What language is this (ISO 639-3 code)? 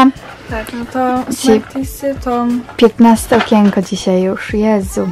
pol